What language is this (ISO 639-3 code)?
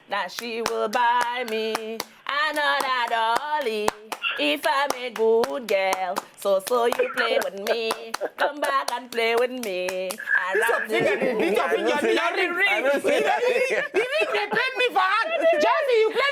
pcm